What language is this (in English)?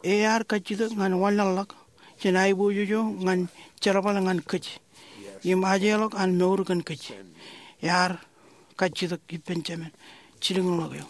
Marshallese